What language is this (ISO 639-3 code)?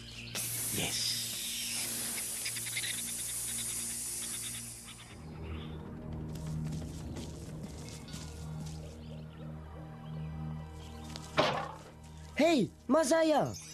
heb